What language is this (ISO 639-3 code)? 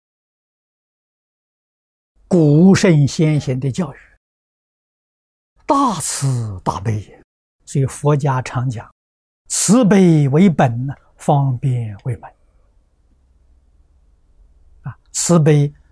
zho